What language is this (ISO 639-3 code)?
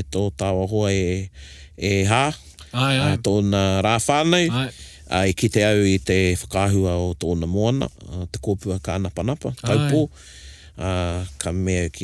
mri